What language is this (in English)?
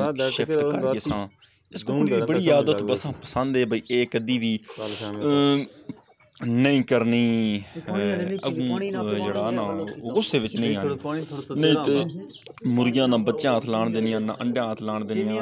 Punjabi